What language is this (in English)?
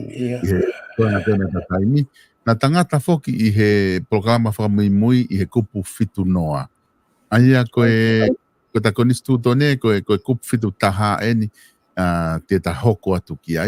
Tongan